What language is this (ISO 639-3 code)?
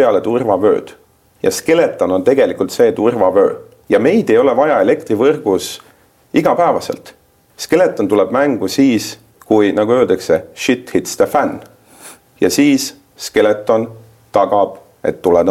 est